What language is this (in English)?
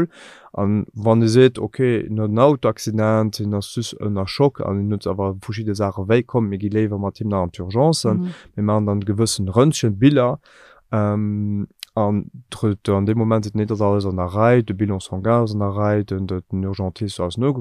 Luxembourgish